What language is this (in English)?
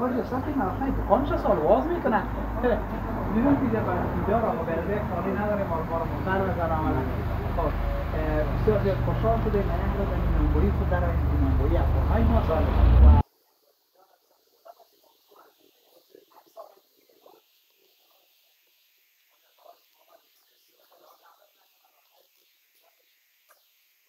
Persian